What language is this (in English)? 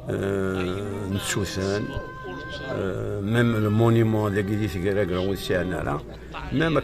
Kabyle